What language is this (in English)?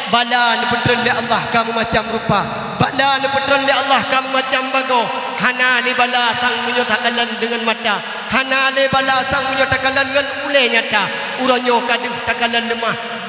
Achinese